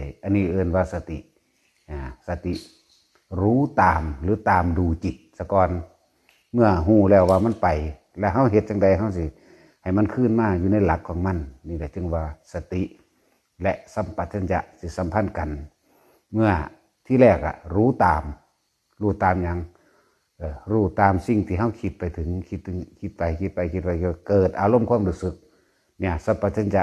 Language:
Northeastern Thai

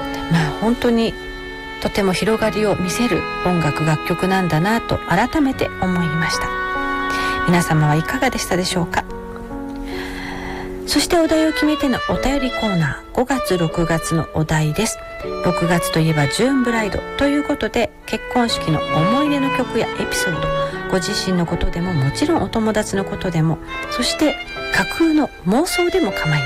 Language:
Japanese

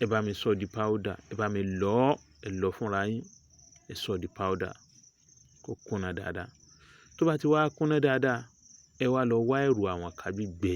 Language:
Yoruba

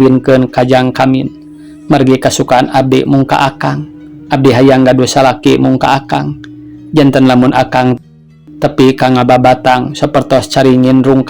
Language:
Sundanese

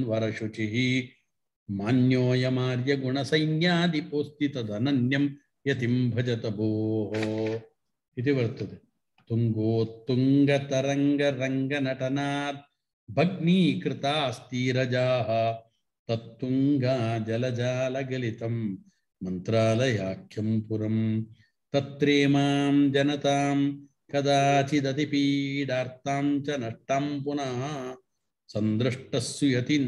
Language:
Sanskrit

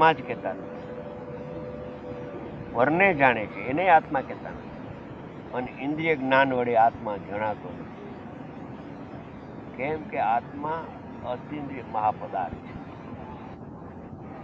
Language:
Gujarati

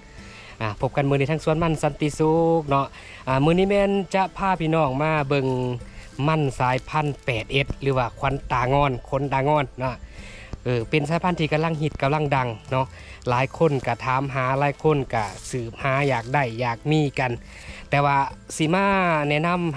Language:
Lao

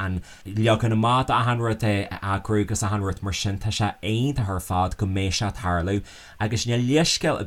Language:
Irish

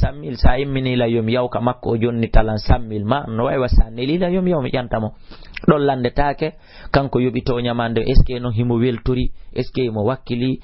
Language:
Fula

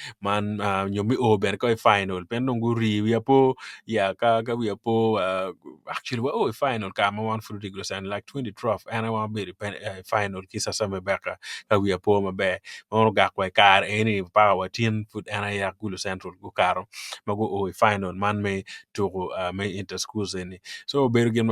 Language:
Acoli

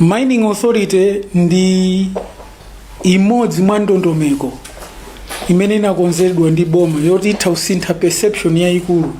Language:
Nyanja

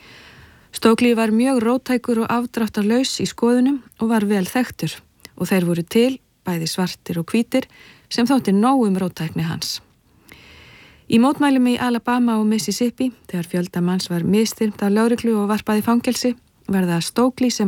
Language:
Icelandic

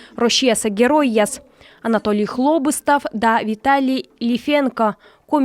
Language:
Komi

